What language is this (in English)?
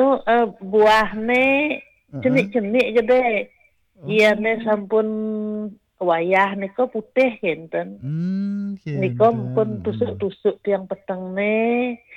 Balinese